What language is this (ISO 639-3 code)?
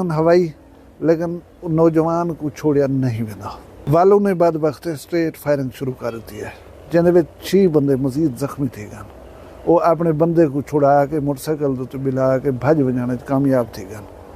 skr